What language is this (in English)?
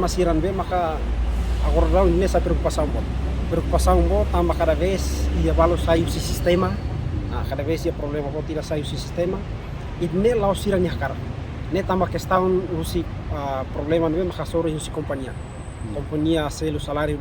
Tetum